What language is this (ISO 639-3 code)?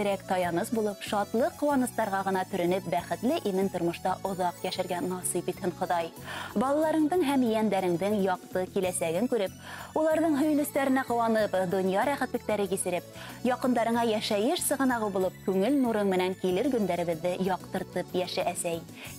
bak